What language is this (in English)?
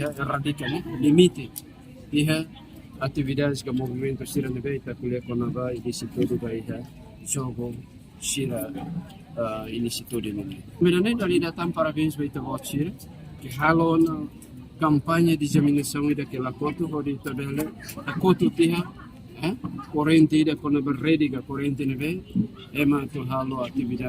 Tetum